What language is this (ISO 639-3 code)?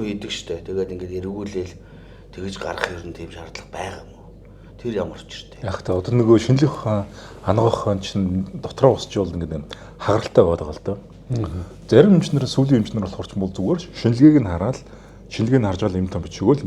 mon